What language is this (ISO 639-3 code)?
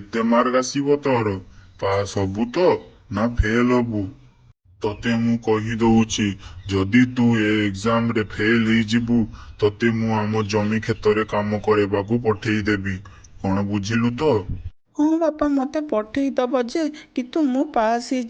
ori